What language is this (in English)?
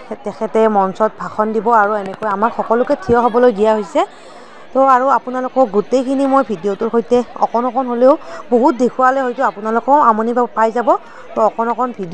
Assamese